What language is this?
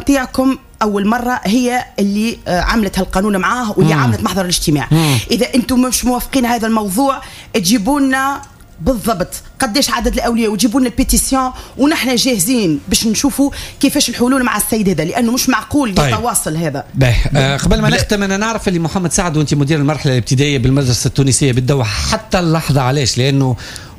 Tunisian Arabic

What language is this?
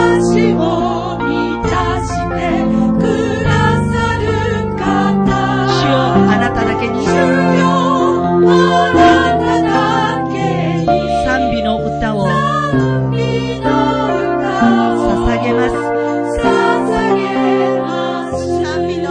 Japanese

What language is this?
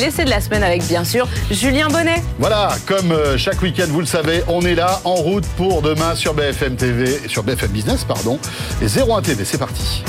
French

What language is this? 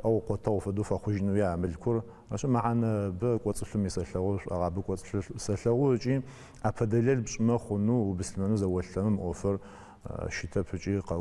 Adyghe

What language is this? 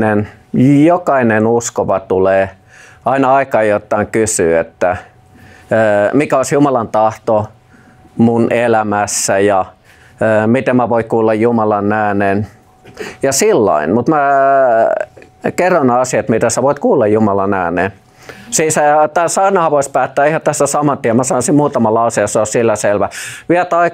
Finnish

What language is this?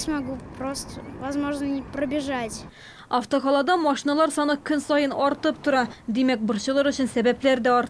Tatar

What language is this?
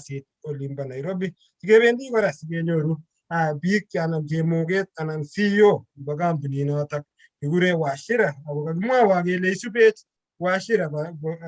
Kalenjin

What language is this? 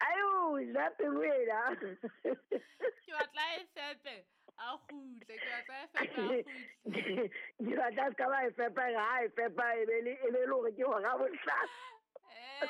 Southern Sotho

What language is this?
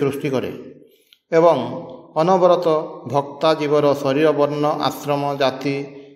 Odia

